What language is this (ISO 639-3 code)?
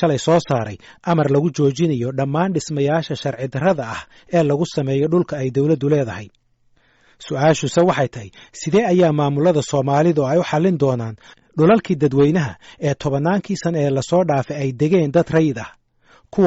som